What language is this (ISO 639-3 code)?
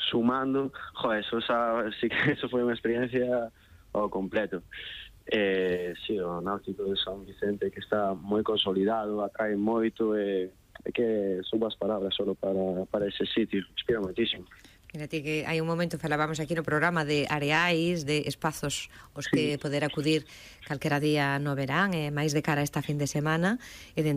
glg